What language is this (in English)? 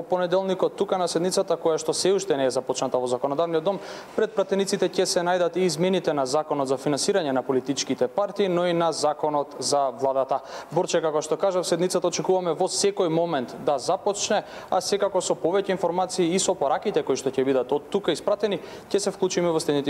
Macedonian